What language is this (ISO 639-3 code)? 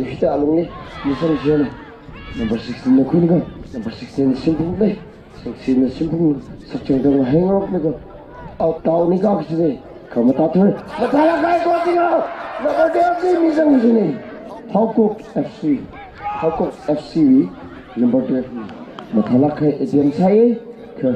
nmf